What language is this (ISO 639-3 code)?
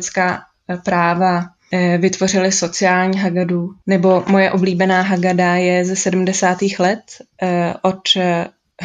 ces